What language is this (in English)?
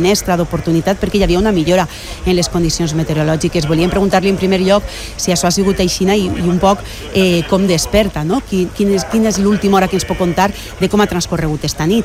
Catalan